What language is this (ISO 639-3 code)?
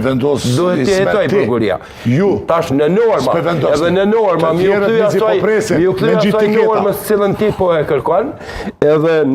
sqi